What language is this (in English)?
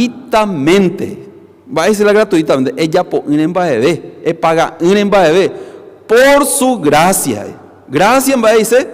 Guarani